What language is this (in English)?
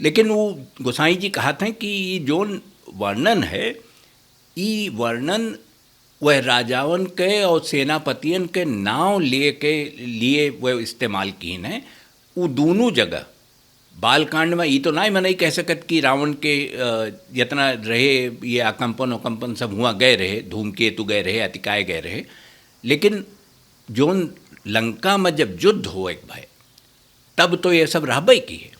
Awadhi